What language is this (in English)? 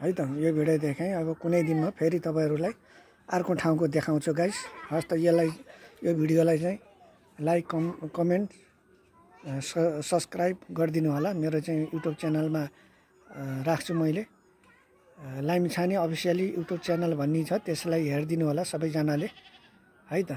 Nepali